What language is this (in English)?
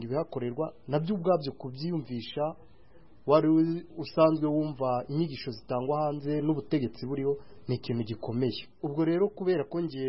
Kinyarwanda